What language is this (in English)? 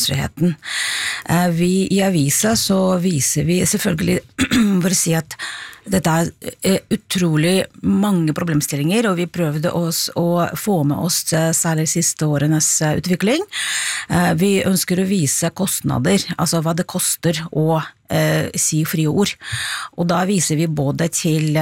Norwegian